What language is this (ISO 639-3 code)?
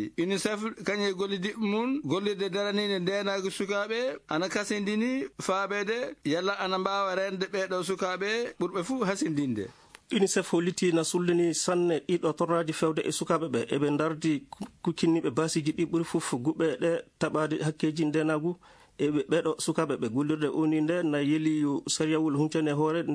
ful